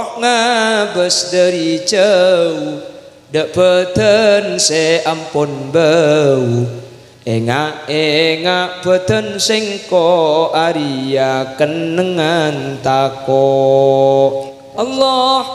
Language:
Madurese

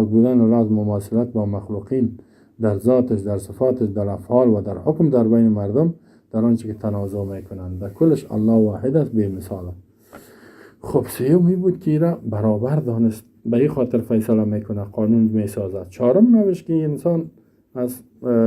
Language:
Persian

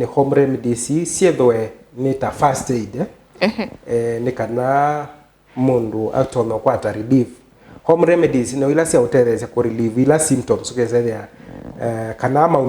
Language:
Kamba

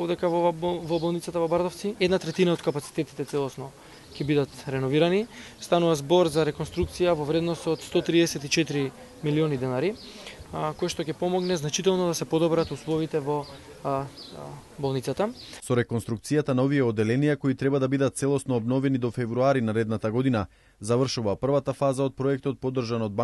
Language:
Macedonian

